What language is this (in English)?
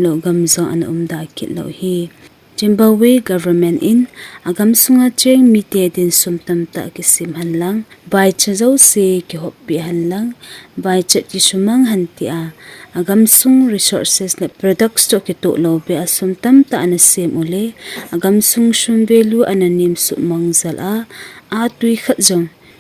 Thado Chin